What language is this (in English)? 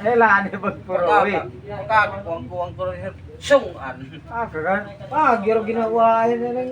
Waray